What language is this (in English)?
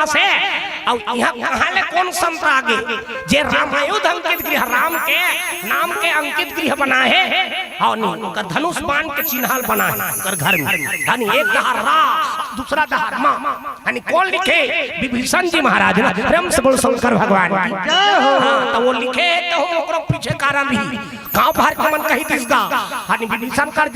Chhattisgarhi